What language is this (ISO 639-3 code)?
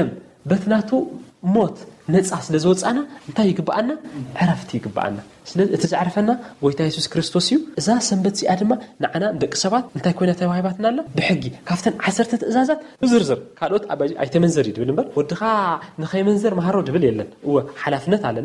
tir